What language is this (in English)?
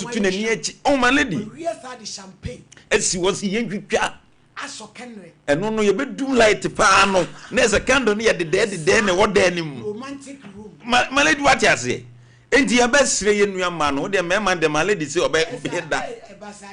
Akan